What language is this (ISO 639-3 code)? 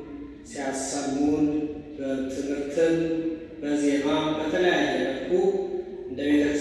amh